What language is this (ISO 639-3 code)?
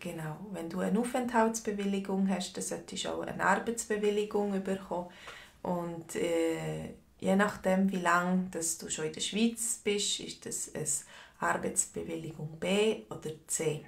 gsw